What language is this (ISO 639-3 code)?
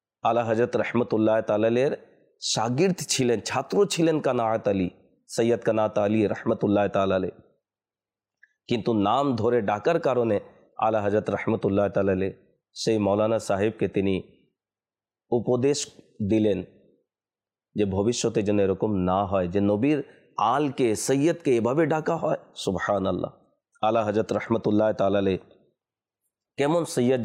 ben